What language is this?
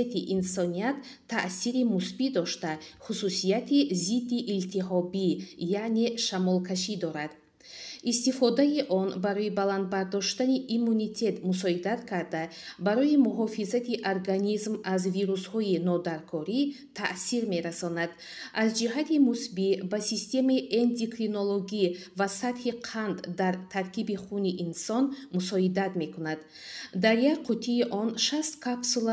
Tajik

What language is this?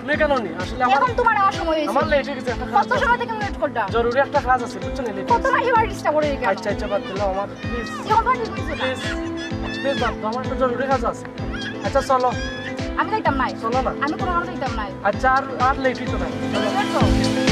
Sylheti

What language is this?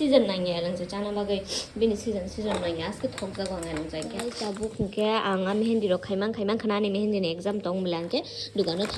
Kok Borok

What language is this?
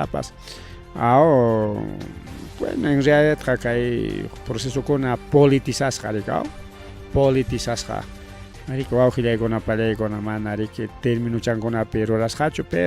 Ayacucho Quechua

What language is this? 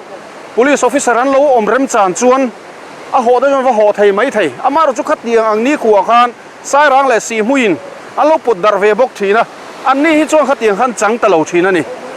Mizo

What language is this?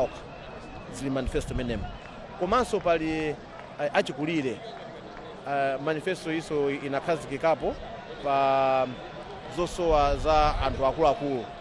Nyanja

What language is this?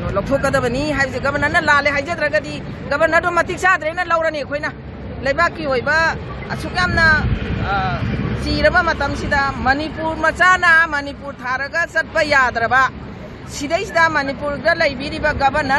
Manipuri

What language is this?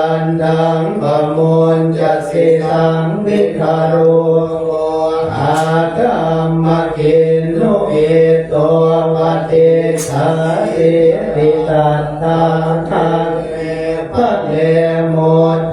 Pali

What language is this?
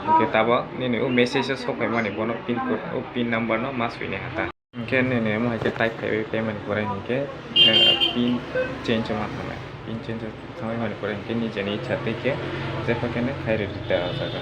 Kok Borok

